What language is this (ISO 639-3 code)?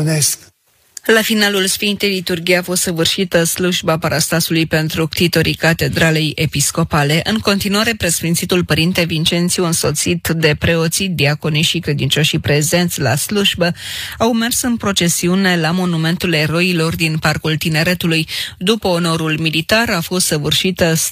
ron